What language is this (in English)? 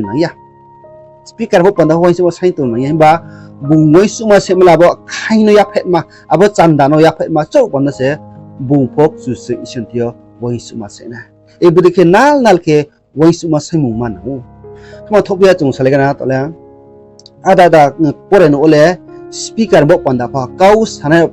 Riang (India)